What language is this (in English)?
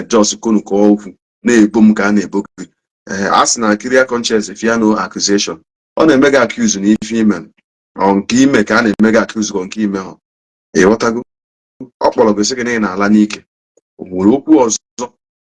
Igbo